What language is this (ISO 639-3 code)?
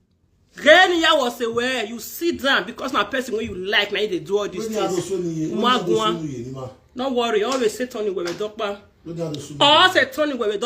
pcm